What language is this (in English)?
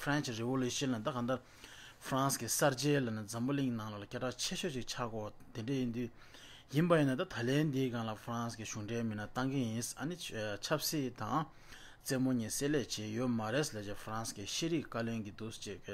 Tibetan